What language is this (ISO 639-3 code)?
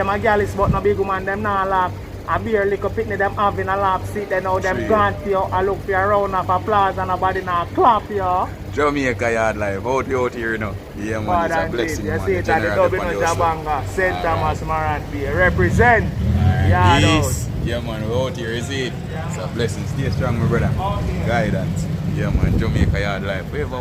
jam